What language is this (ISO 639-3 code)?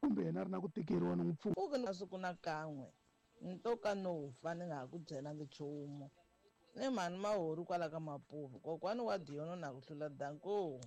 tso